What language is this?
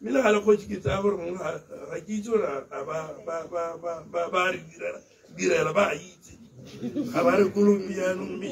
Tswana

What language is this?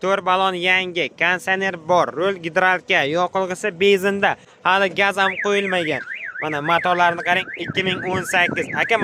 Uzbek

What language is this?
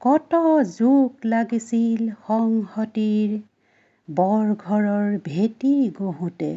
Assamese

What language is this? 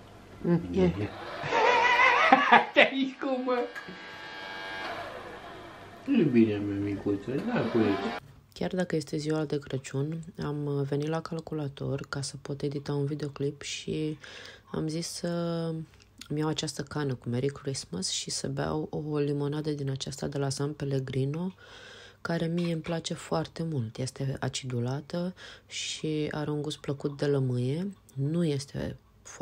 Romanian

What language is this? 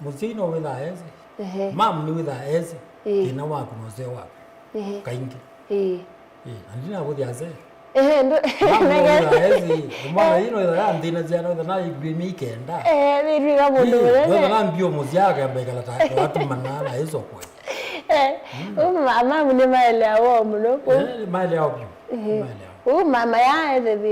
Kamba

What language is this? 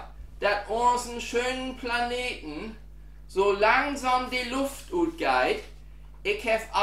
Low German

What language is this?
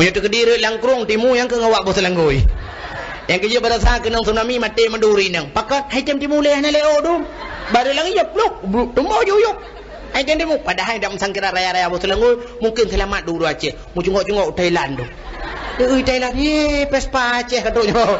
Achinese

